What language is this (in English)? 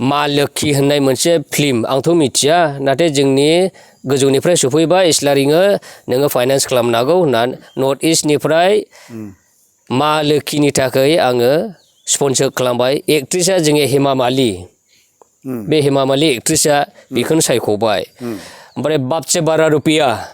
Bodo